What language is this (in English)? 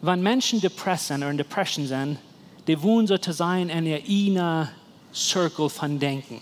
Plautdietsch